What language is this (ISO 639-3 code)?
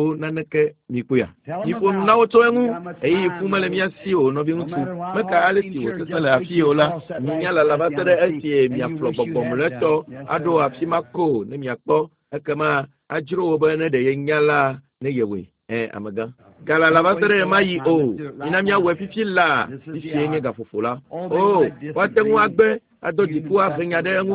ewe